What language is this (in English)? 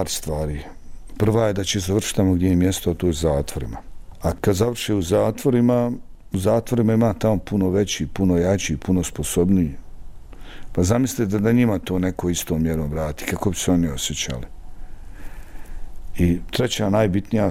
Serbian